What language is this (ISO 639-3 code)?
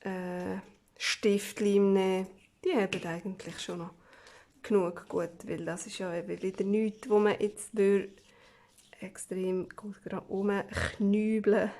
gsw